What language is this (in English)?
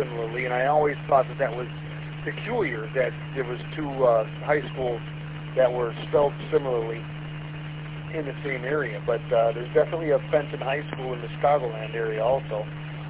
English